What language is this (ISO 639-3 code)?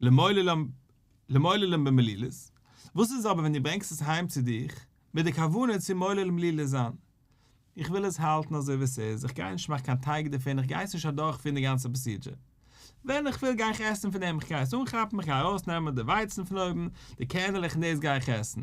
yid